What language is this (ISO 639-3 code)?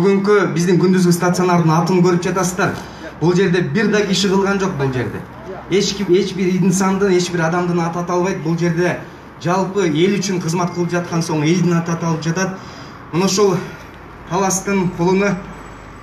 kir